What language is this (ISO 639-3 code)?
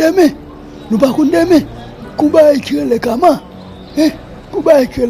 hat